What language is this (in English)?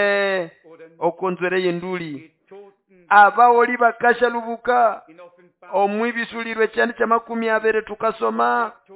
Nande